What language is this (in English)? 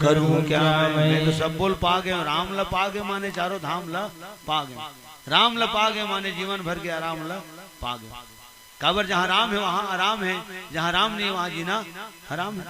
Chhattisgarhi